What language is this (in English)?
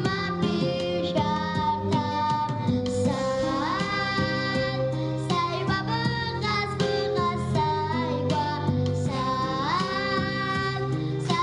Abkhazian